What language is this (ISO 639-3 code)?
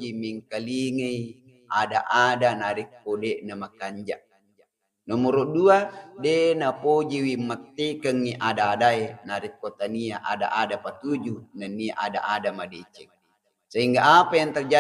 bug